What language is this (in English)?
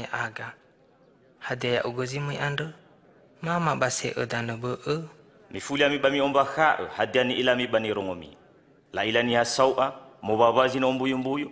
Nias